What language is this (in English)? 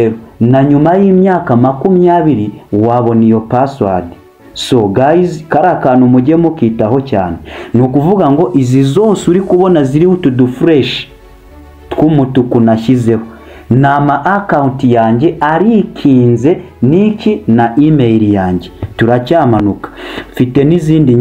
Kinyarwanda